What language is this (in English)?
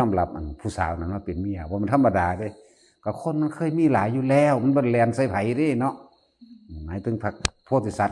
Northeastern Thai